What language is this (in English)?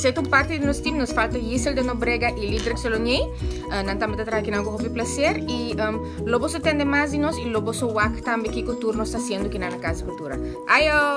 Papiamento